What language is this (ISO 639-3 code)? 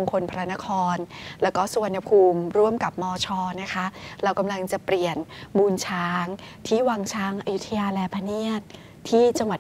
tha